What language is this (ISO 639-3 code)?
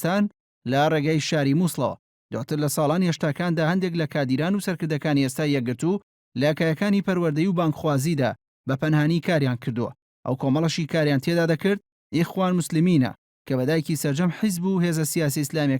ckb